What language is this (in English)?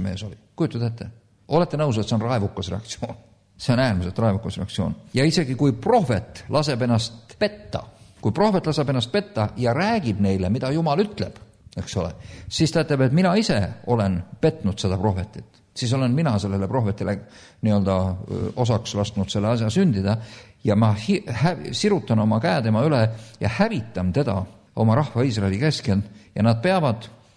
Estonian